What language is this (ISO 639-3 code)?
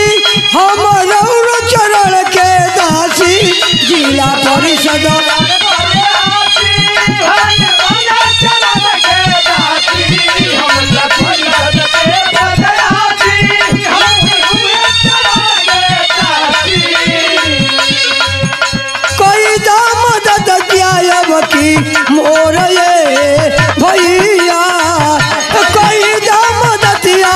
bho